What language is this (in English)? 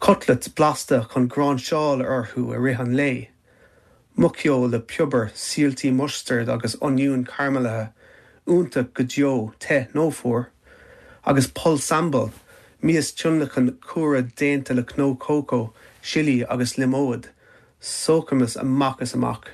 Irish